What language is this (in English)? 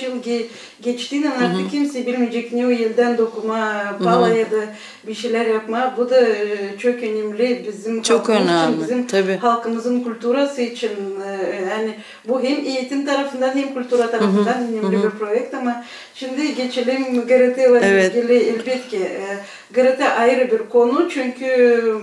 Gagauz